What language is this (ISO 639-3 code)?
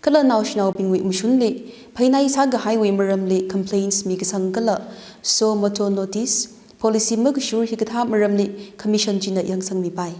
nmf